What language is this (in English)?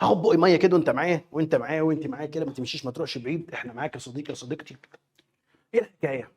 Egyptian Arabic